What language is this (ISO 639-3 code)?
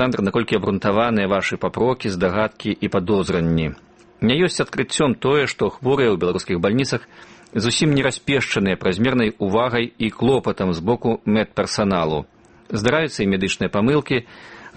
bel